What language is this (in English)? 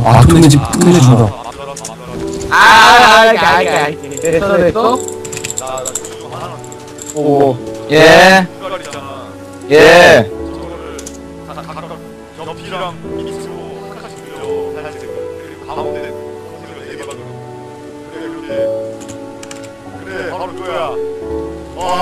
Korean